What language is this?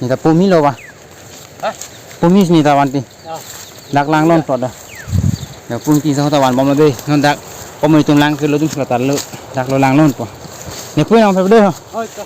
Karbi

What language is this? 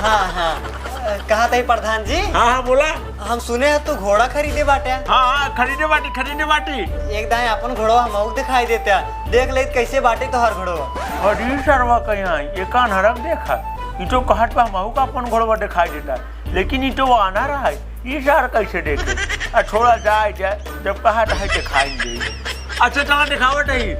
Awadhi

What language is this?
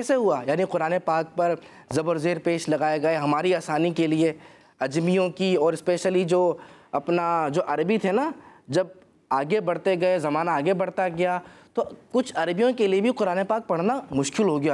Urdu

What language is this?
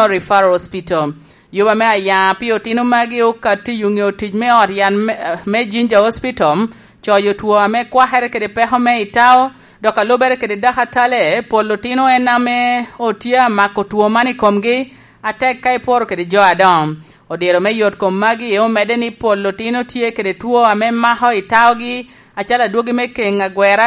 Lango (Uganda)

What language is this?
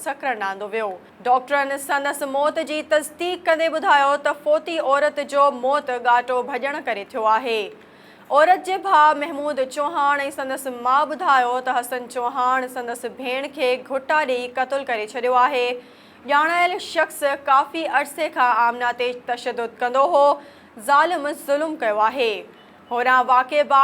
Sindhi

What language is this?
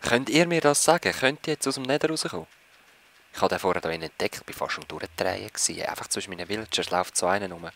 Swiss German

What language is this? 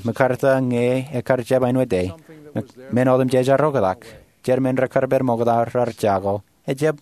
Marshallese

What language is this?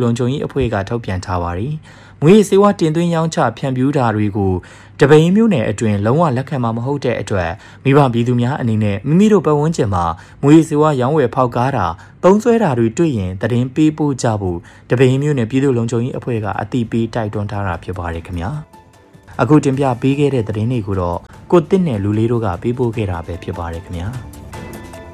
Burmese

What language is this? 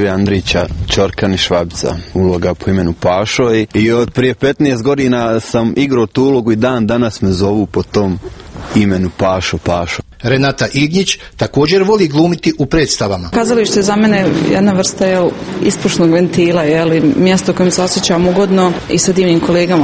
Croatian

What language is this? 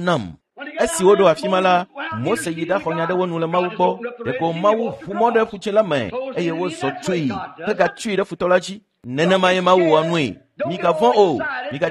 Ewe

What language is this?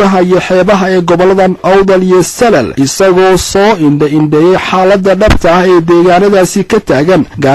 Somali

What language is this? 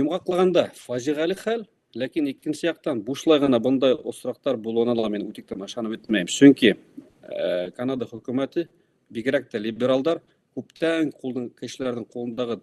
Bashkir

